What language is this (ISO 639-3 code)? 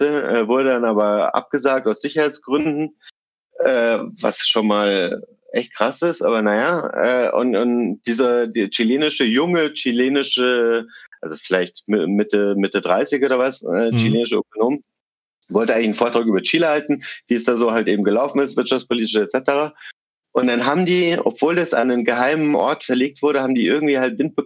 deu